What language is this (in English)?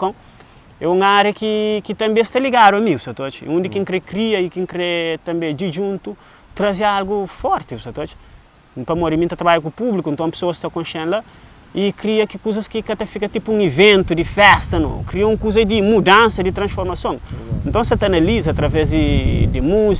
Kabuverdianu